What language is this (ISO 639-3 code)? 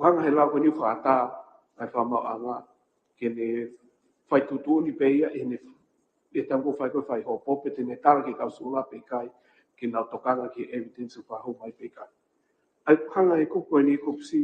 ton